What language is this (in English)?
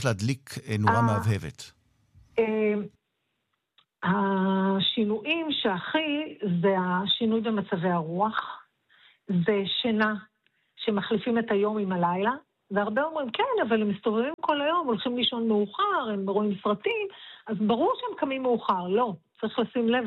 Hebrew